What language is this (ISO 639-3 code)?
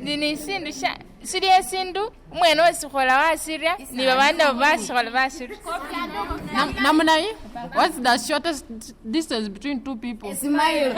myx